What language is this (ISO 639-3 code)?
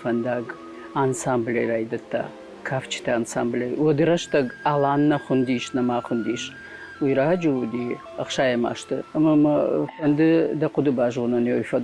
oss